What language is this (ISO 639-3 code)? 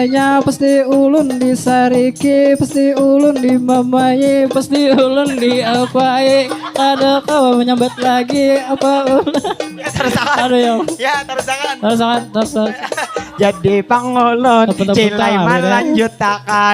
bjn